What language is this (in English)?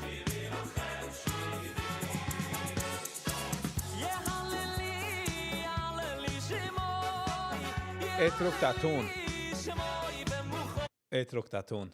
Yiddish